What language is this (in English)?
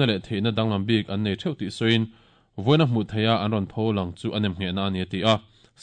Mizo